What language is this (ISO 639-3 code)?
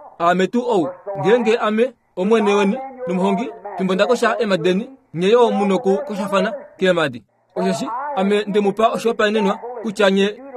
kua